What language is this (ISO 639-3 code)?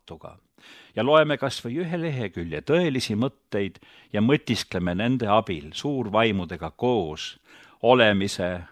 est